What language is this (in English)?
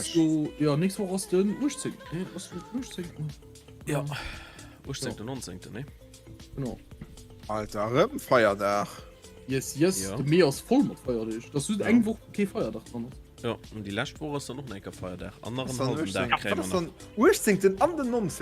Luxembourgish